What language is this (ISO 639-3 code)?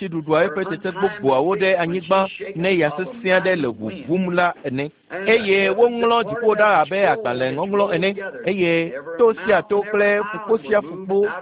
ewe